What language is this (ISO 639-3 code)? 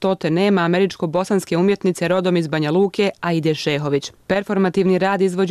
bos